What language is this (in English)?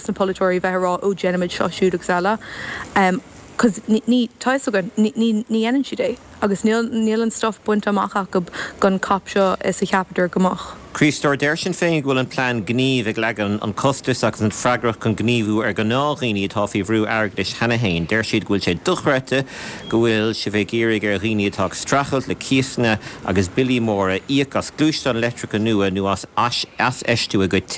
Irish